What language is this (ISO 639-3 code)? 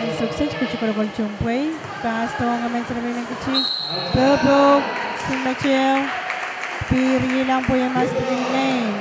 pon